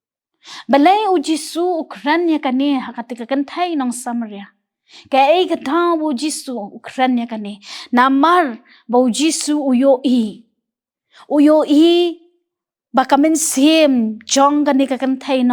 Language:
Khasi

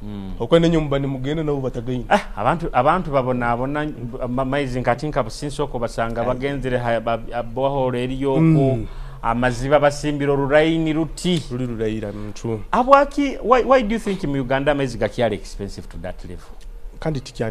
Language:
Nyoro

